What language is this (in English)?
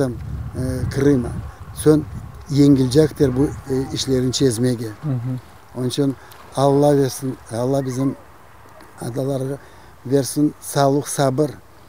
Crimean Tatar